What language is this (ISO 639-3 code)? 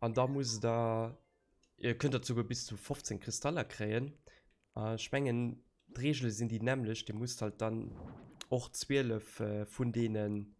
ltz